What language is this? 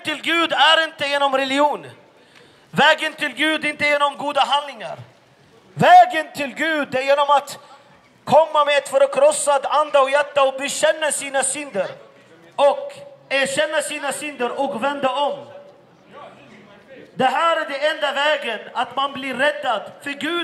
Swedish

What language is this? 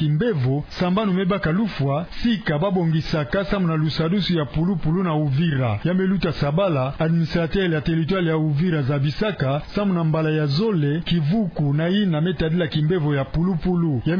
Kituba (Democratic Republic of Congo)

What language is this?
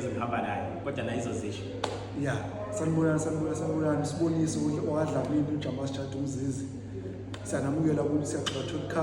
Zulu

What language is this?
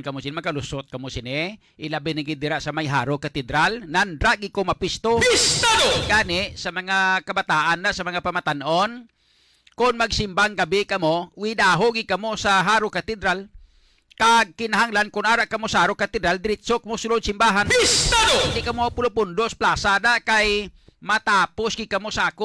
Hiligaynon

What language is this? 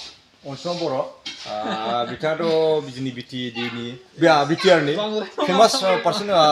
Bodo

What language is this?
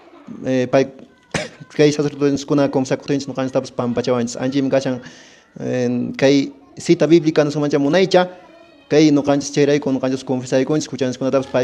Quechua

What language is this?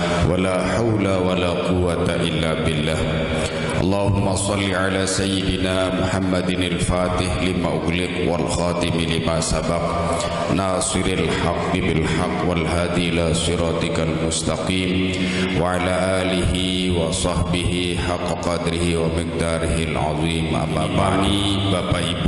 Sasak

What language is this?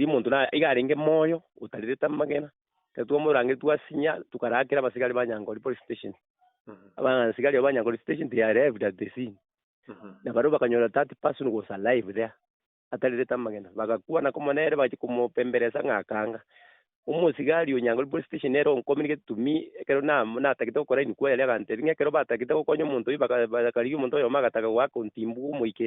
Gusii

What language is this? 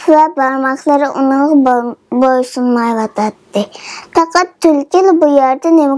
Uyghur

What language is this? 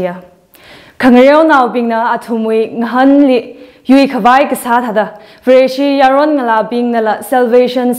Tangkhul Naga (India)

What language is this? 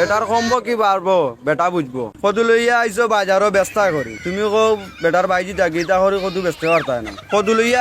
Sylheti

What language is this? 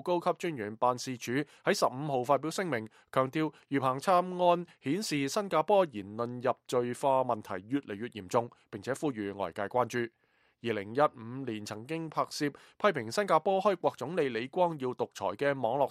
Cantonese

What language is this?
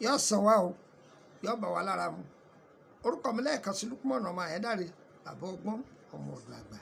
Yoruba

